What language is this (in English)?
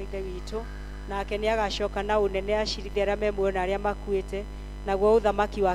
Kikuyu